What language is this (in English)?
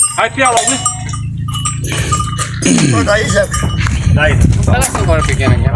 Portuguese